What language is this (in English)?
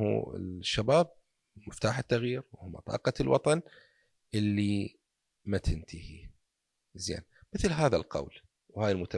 Mesopotamian Arabic